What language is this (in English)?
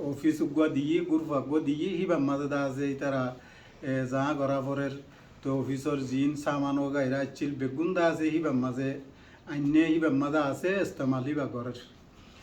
Rohingya